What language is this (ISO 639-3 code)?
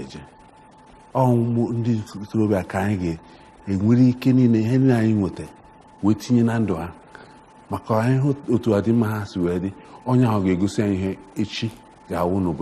ibo